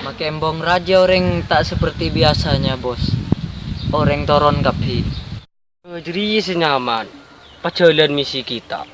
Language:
Madurese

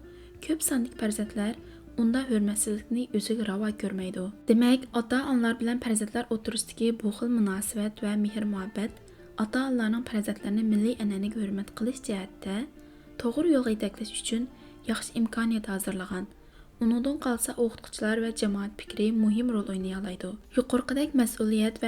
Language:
Uyghur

